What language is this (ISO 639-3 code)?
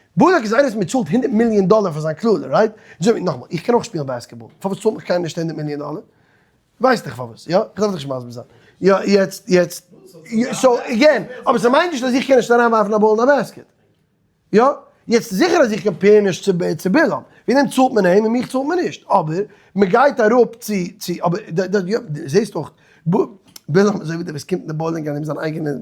yid